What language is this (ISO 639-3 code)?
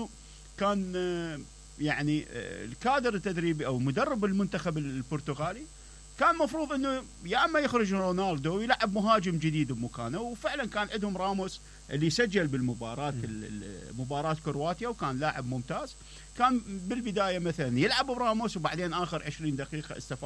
acm